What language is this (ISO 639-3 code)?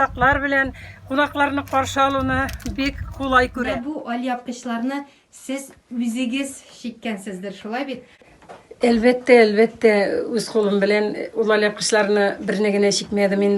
tat